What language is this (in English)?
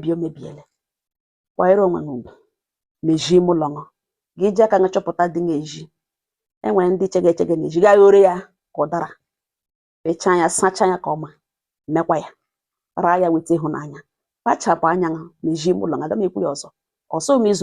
Igbo